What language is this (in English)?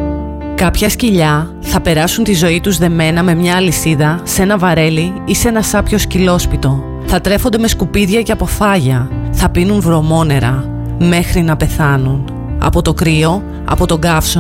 Greek